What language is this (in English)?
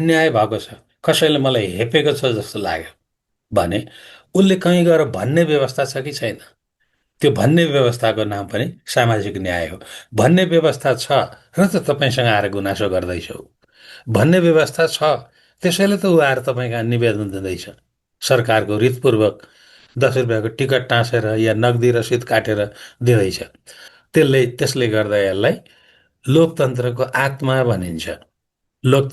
Nepali